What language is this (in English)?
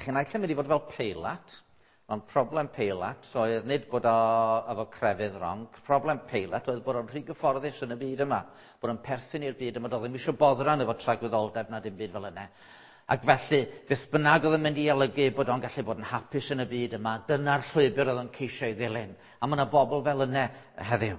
Welsh